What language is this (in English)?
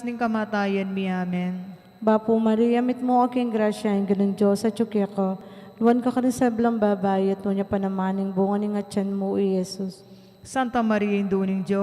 Pampanga